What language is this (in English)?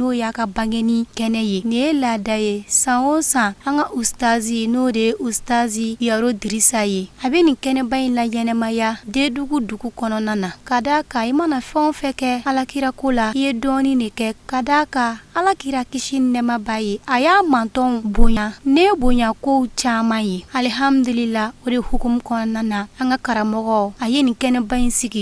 Bambara